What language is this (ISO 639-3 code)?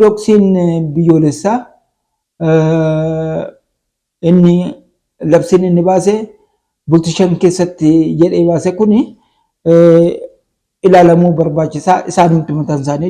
orm